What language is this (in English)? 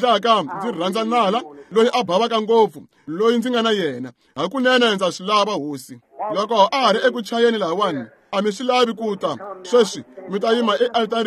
Tsonga